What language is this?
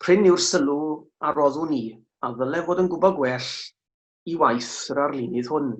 Welsh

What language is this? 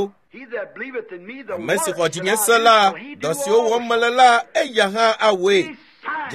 Ewe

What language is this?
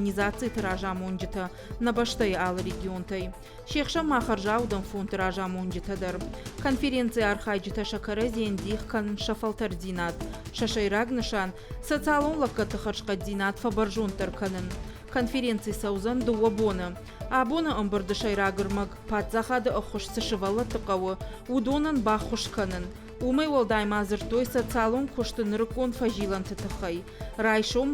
Ossetic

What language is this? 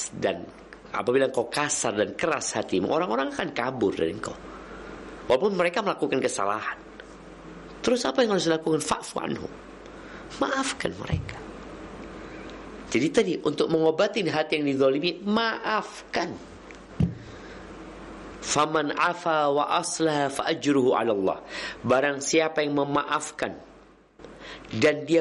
Indonesian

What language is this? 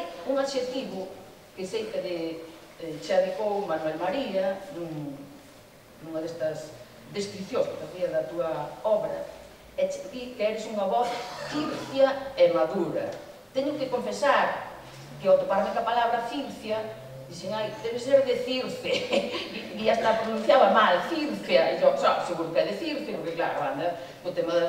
Galician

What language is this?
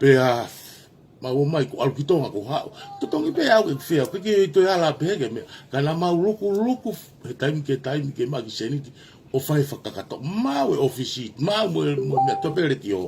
Tongan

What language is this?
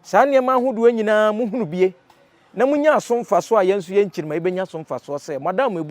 Akan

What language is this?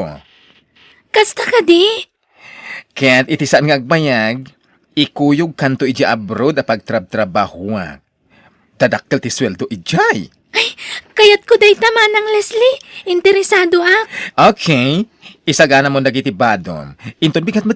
Iloko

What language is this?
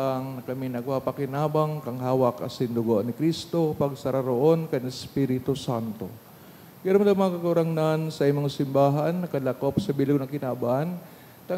Bikol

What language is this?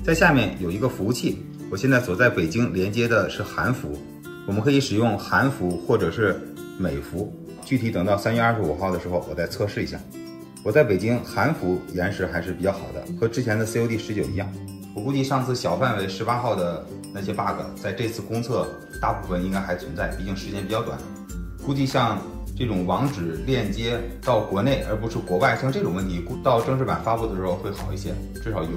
Chinese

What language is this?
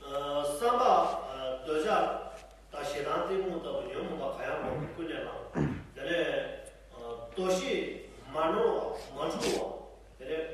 Tibetan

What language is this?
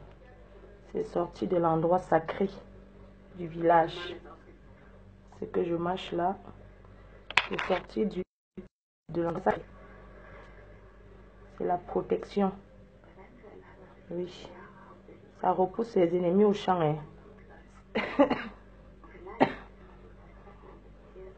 French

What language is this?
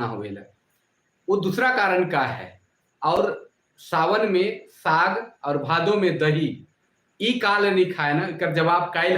Sadri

